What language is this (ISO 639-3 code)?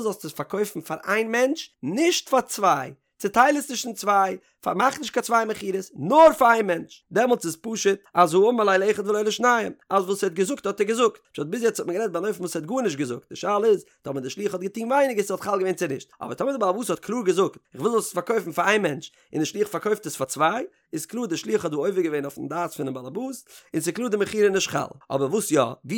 yid